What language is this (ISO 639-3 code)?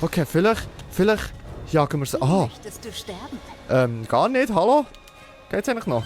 gsw